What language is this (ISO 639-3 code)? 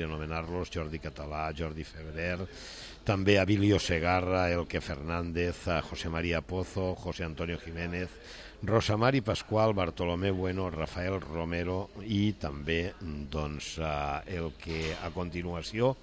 cat